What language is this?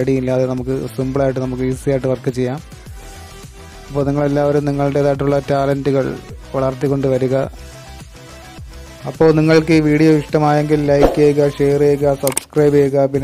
Malayalam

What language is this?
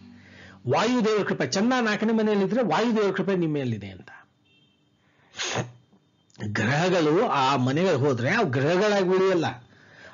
Kannada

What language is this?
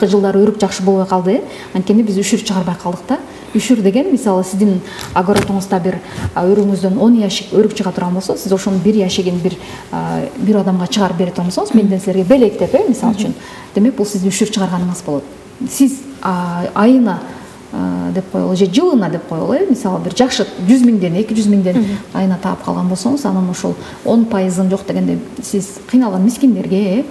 Kyrgyz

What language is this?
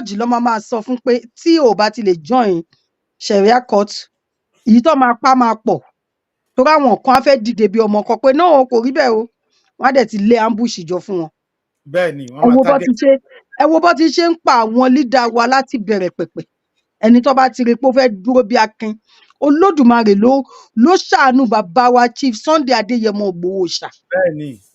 Yoruba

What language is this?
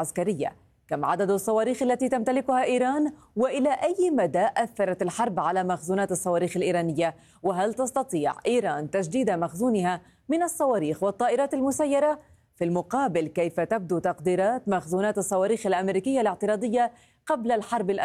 Arabic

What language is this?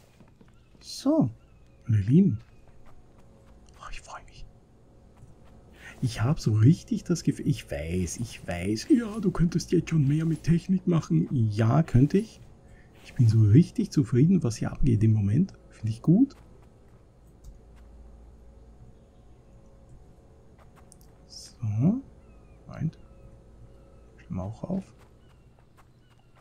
German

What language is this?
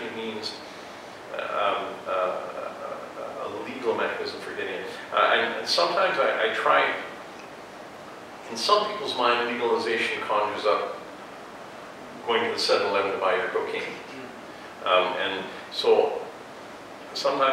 English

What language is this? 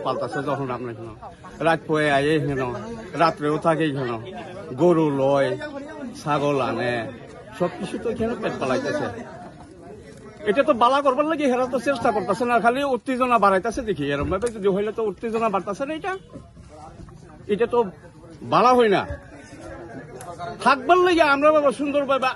Bangla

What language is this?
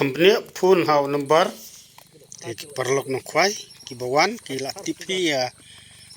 Khasi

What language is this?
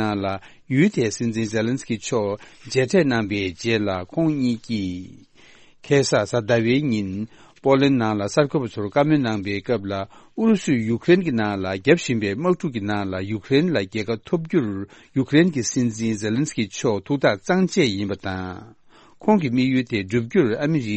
Tibetan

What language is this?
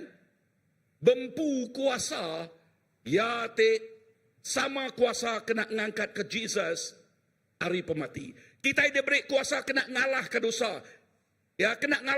Iban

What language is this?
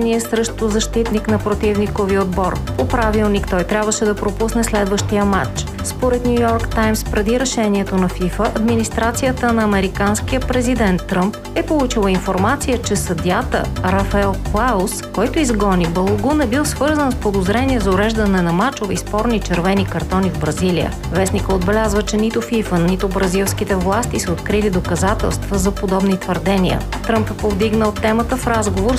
Bulgarian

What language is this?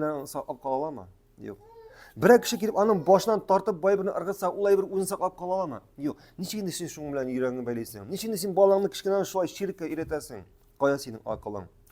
Tatar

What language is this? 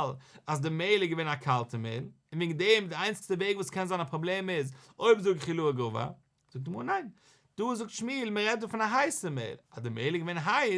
Yiddish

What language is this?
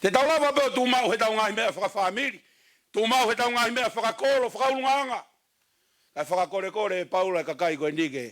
Tongan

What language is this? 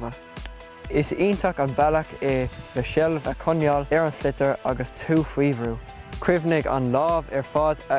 Irish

